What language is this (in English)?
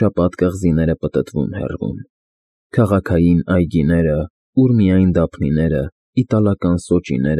Armenian